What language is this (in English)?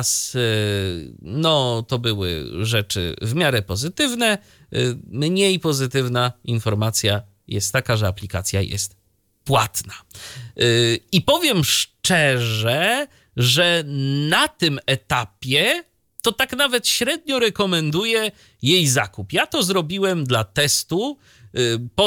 Polish